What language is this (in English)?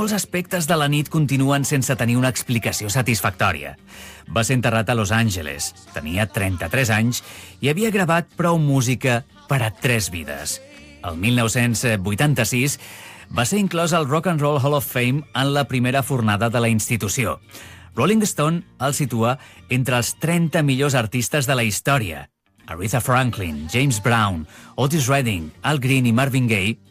Catalan